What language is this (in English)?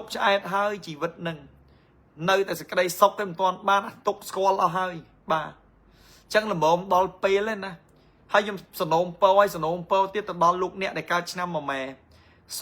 Khmer